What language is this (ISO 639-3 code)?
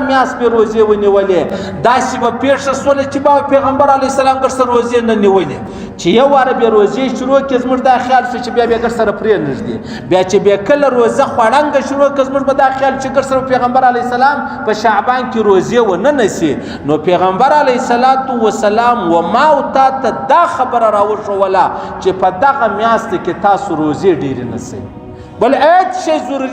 pus